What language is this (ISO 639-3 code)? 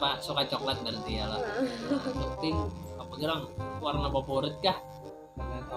bjn